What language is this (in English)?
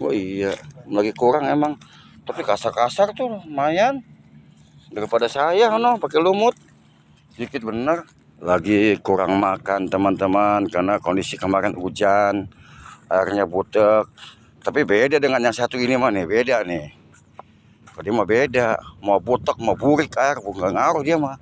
Betawi